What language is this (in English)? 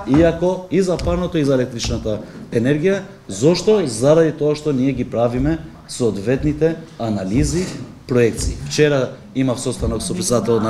Macedonian